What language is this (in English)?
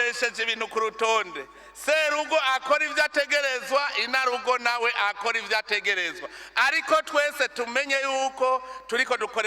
Rundi